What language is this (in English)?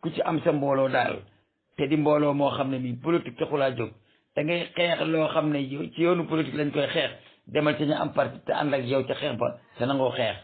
Wolof